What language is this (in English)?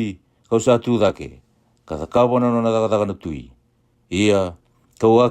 Fijian